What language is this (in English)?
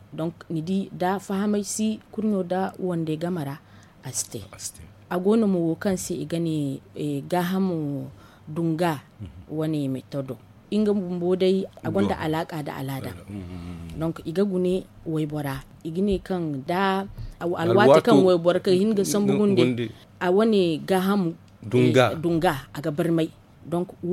Zarma